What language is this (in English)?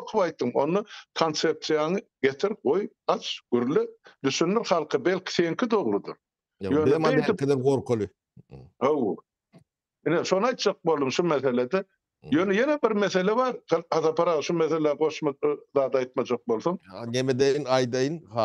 Turkmen